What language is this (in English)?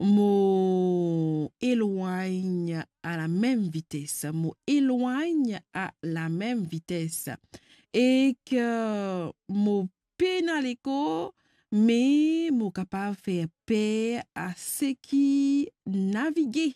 Morisyen